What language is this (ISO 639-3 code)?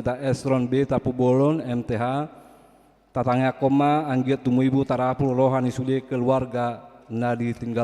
bbc